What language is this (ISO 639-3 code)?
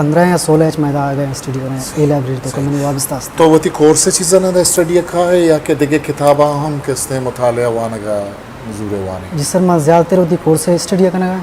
bgp